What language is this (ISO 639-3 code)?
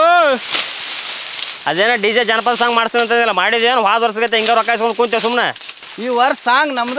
kan